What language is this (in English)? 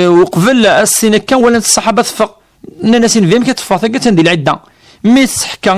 Kabyle